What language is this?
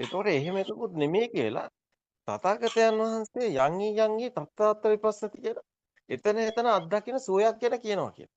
Sinhala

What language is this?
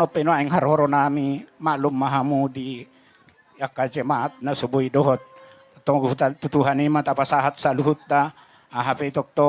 Batak Toba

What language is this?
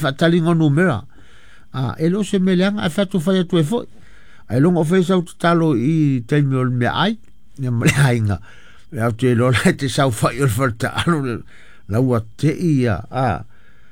Samoan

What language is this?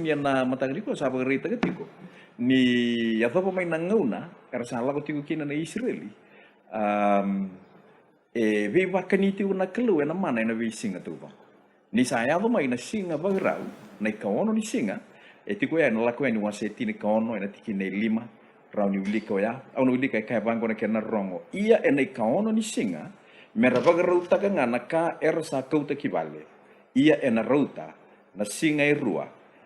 Fijian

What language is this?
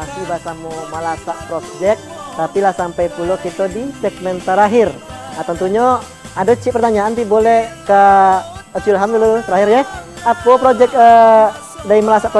Minangkabau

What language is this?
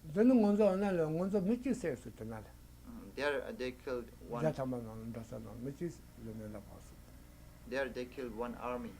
Tibetan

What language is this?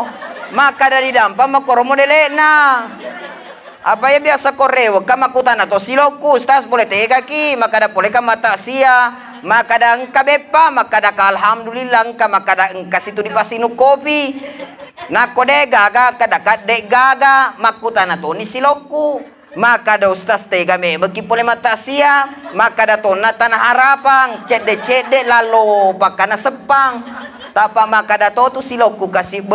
Buginese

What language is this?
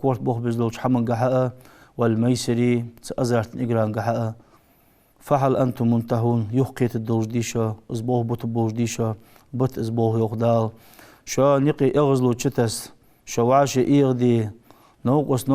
Ingush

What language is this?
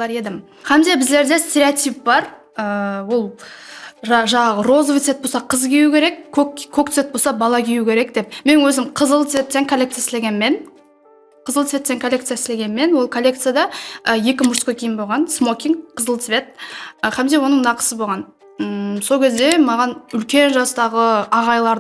Kara-Kalpak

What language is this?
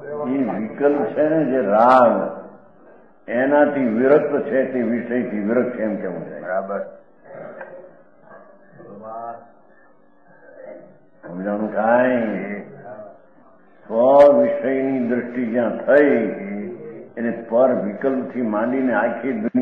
Gujarati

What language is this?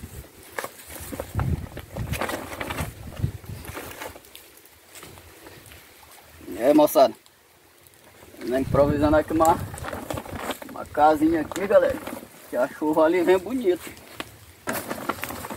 Portuguese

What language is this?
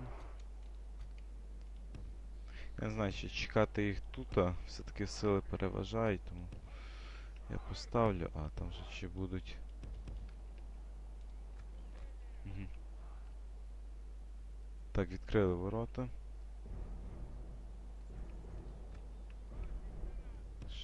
Ukrainian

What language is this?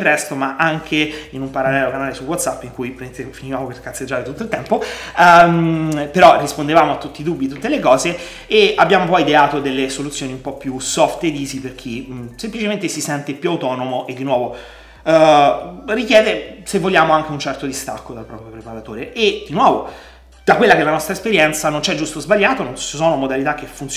Italian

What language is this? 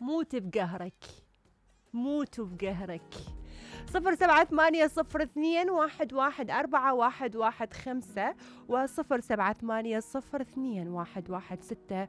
Mesopotamian Arabic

